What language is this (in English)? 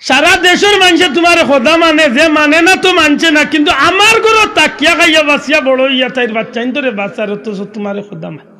Sylheti